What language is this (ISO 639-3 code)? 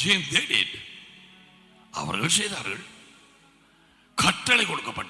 tam